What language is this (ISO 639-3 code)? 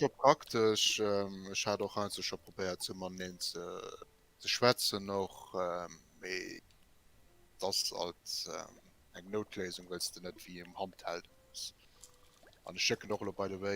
ltz